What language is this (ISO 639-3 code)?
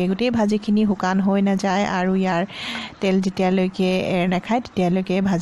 asm